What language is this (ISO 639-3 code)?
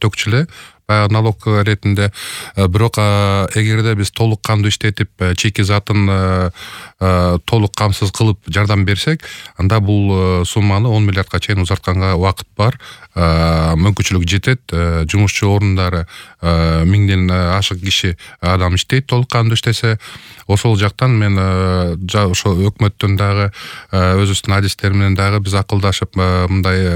kir